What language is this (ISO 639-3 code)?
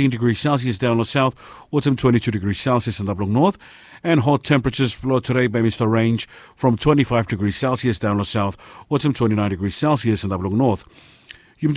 bis